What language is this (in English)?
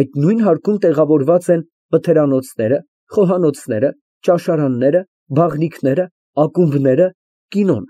Armenian